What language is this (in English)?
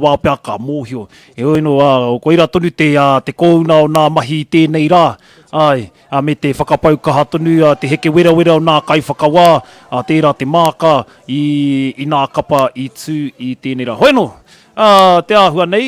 Māori